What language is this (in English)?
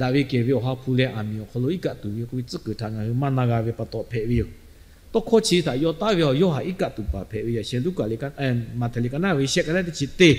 Lahu